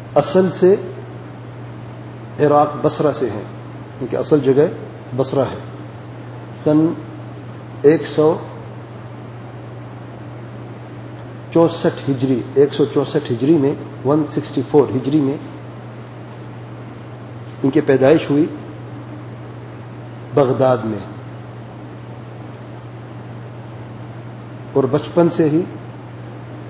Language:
Urdu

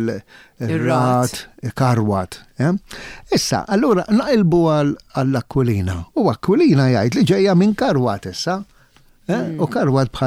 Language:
Maltese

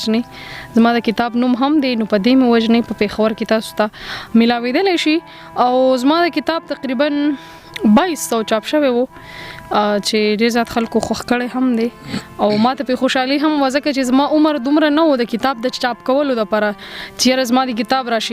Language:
Pashto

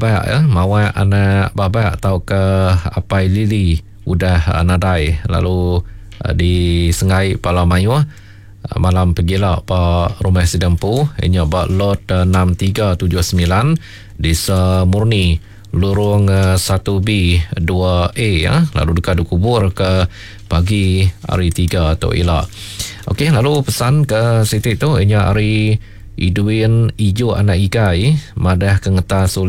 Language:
Iban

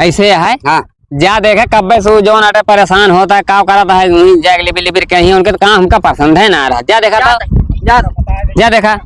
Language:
Awadhi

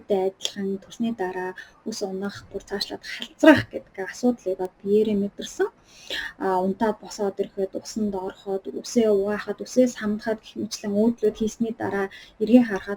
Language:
Mongolian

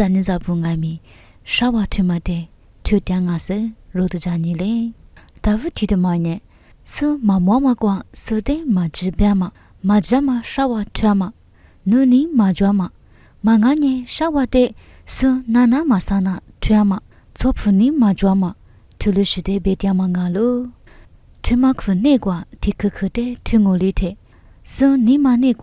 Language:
Lisu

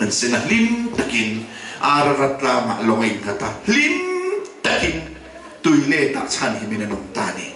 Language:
Mizo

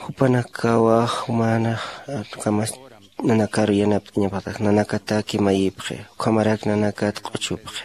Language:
Aymara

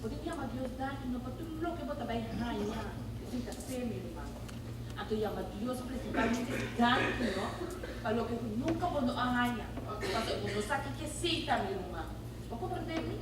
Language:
Papiamento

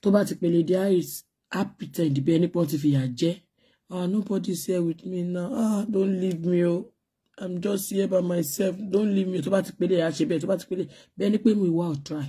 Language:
Yoruba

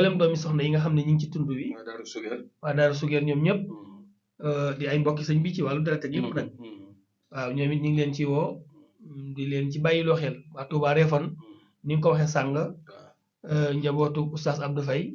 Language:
Wolof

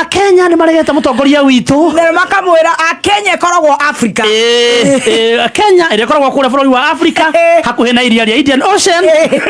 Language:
Kikuyu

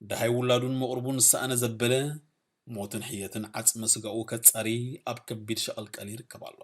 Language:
Tigrinya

